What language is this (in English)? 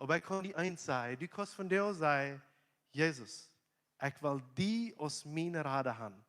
Plautdietsch